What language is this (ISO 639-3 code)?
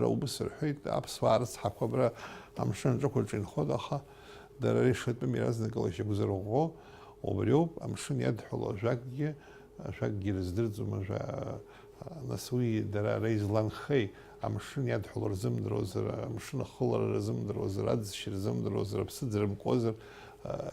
abk